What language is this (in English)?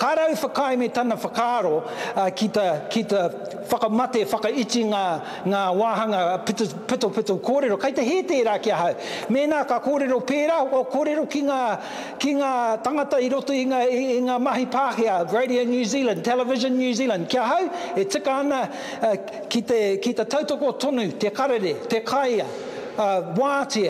Māori